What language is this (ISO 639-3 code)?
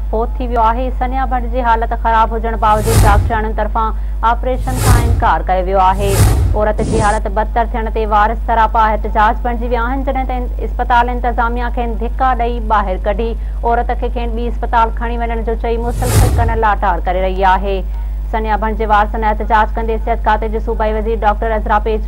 snd